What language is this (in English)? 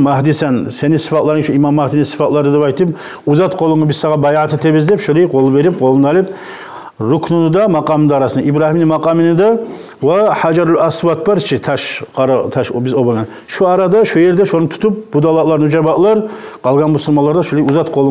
Kumyk